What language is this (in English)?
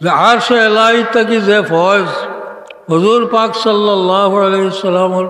Sylheti